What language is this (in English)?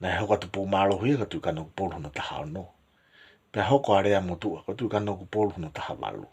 Tongan